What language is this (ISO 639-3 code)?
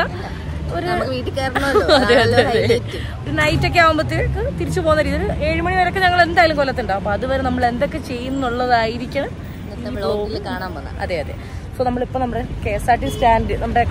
mal